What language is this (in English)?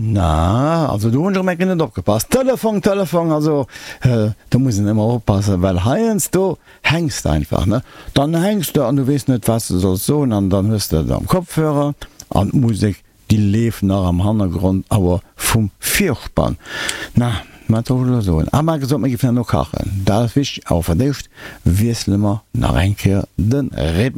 Luxembourgish